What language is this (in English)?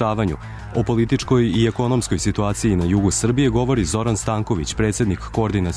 Serbian